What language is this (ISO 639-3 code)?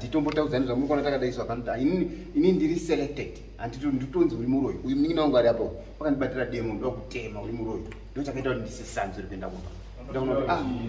sna